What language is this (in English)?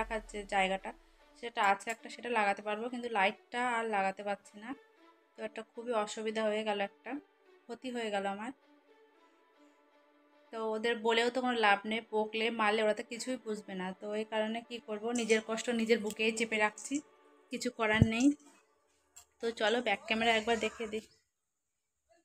Bangla